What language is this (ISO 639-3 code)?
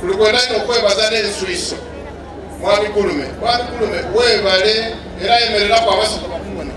xog